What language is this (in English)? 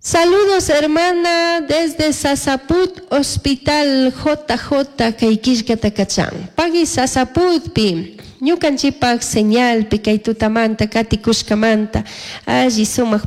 Chimborazo Highland Quichua